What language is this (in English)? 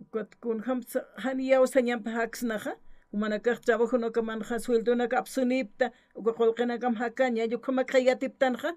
Aymara